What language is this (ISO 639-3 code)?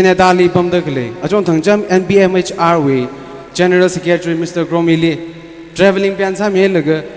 nmf